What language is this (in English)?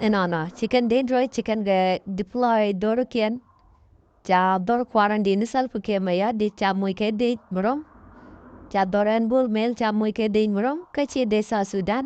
Nuer